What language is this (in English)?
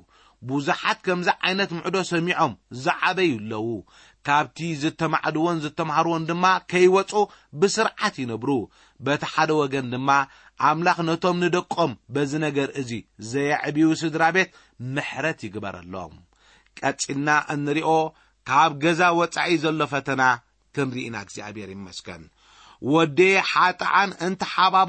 Tigrinya